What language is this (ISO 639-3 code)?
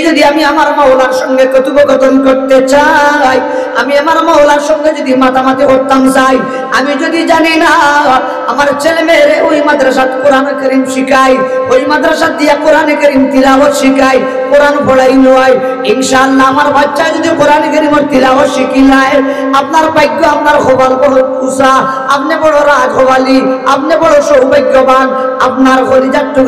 syl